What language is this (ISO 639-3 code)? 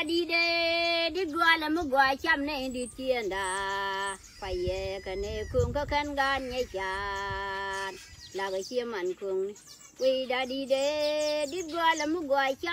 nus